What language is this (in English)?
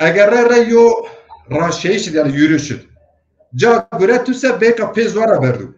Zaza